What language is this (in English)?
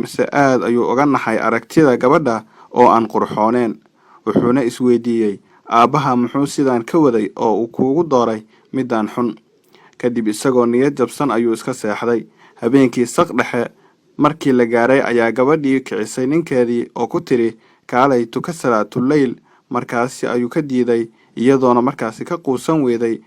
Somali